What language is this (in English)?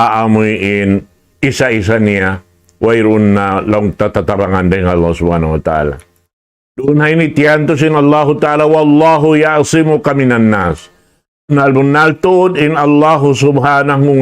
Tausug